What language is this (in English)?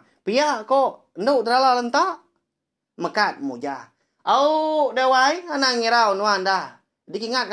Iban